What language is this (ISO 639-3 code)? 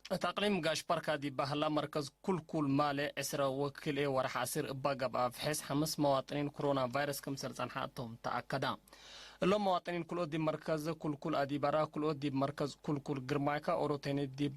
tig